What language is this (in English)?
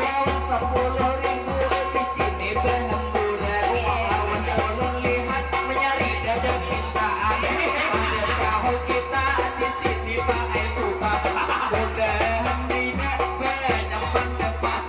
Banjar